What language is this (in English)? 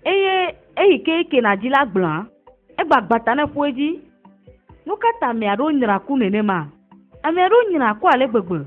Ewe